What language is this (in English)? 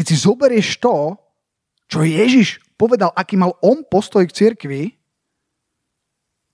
Slovak